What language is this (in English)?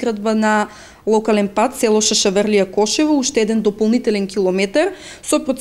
Macedonian